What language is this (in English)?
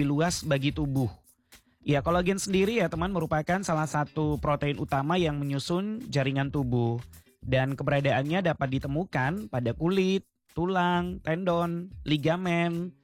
Indonesian